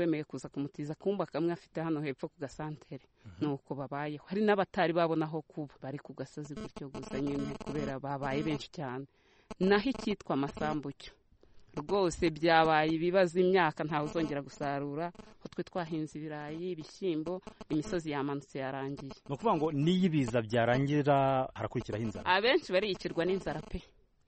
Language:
Kinyarwanda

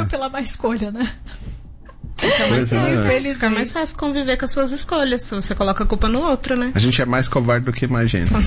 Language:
Portuguese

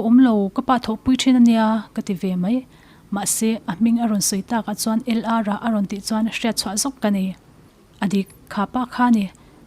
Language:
Mizo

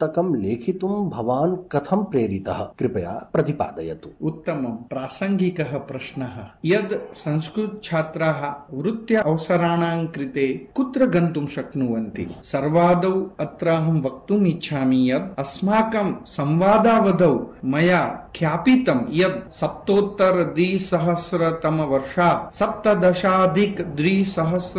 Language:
Sanskrit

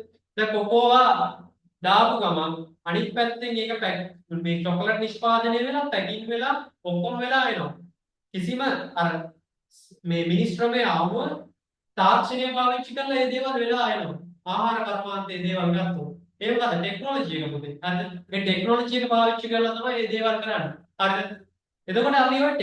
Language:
Sinhala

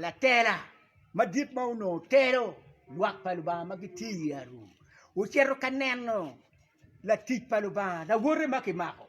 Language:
Acoli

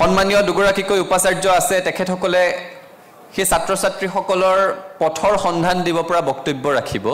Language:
Assamese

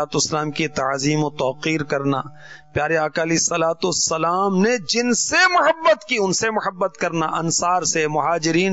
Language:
Urdu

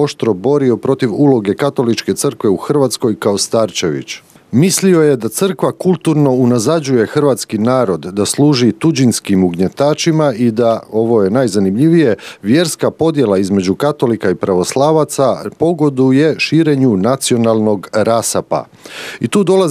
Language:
Croatian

